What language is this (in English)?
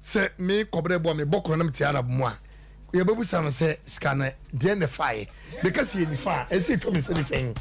Akan